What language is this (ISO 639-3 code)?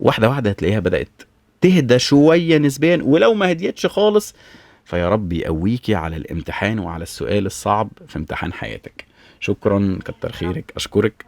arz